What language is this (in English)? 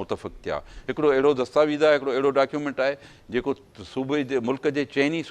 Sindhi